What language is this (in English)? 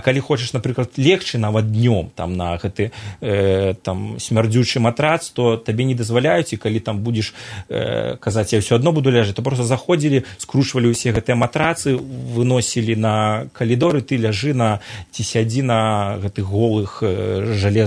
Belarusian